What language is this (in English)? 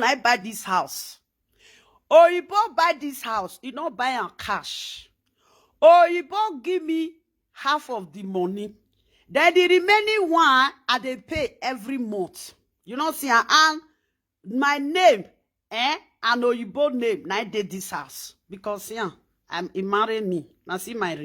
Nigerian Pidgin